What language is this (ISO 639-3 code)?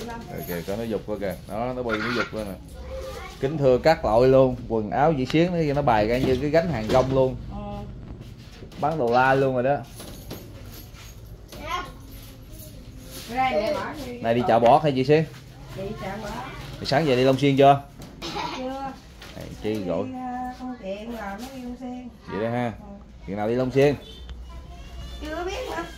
vie